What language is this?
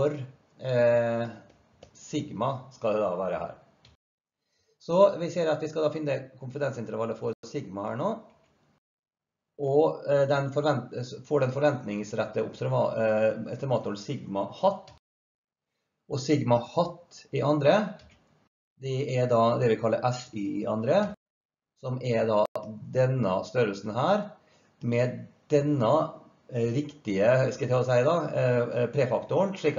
Norwegian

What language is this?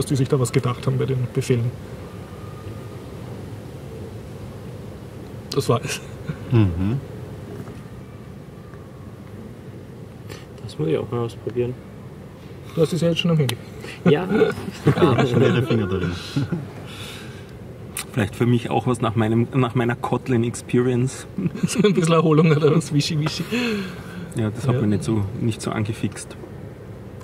German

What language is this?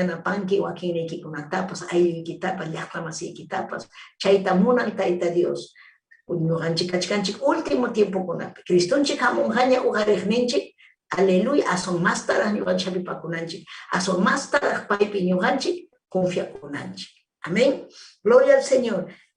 Ayacucho Quechua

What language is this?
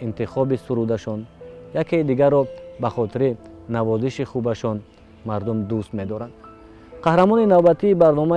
Tajik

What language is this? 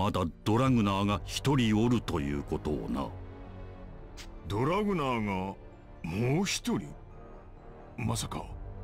Japanese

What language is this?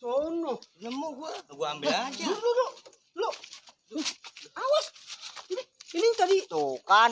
Betawi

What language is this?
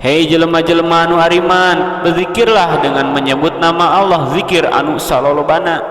Sundanese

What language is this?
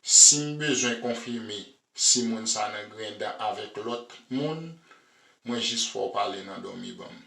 Haitian Creole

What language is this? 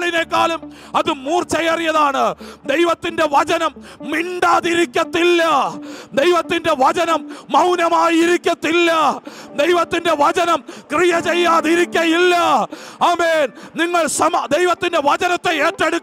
Malayalam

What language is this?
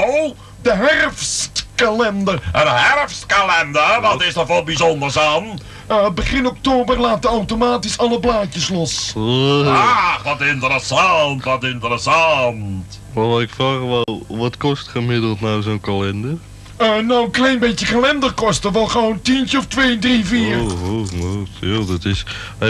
Dutch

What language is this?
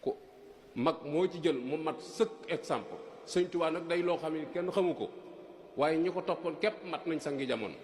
Wolof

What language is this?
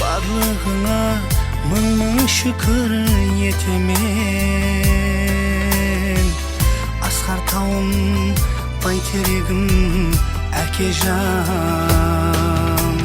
Kara-Kalpak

